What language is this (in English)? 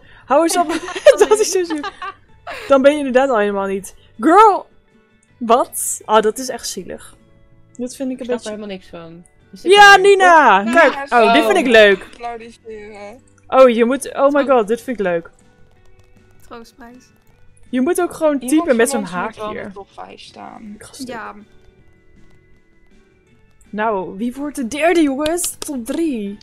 Dutch